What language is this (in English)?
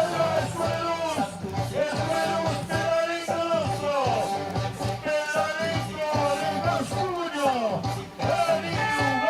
Occitan